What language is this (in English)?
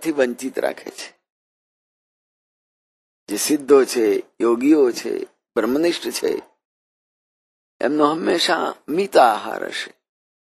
Gujarati